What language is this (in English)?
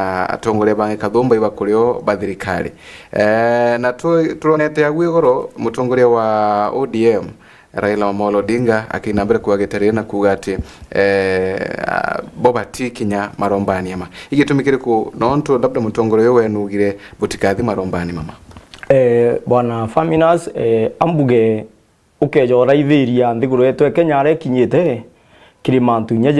Meru